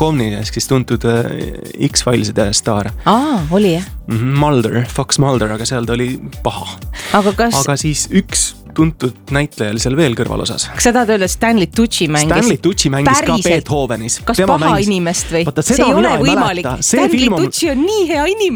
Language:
Estonian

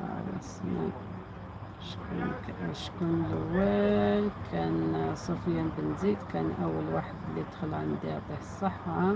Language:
Algerian Arabic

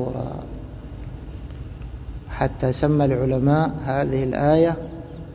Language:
Arabic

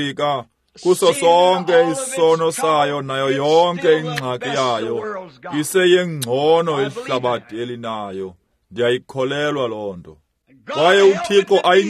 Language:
Xhosa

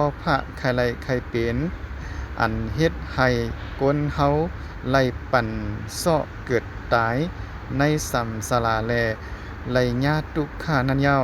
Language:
Shan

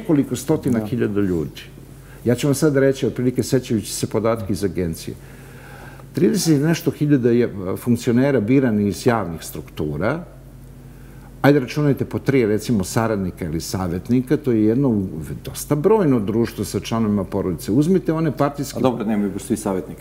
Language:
Serbian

